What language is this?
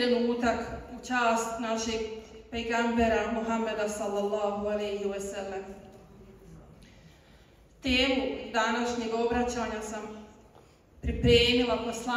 Bosnian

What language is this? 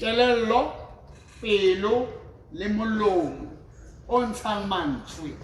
Southern Sotho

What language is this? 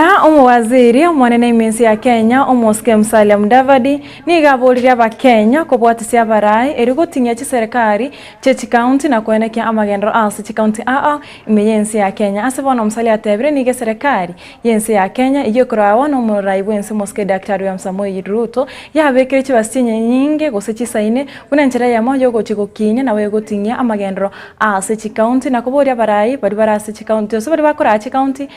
Gusii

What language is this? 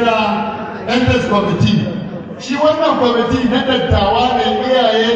Hausa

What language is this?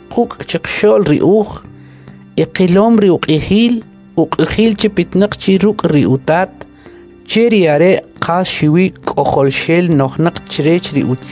Kʼicheʼ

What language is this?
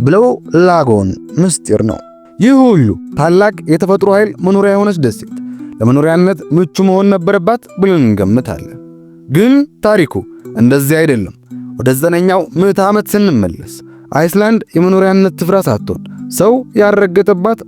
Amharic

